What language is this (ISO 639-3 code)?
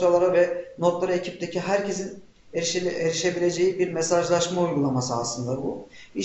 tur